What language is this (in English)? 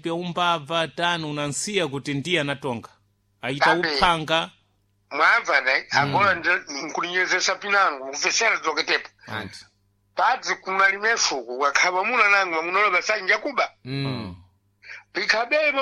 Sena